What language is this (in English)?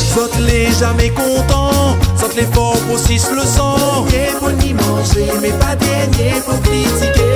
Réunion Creole French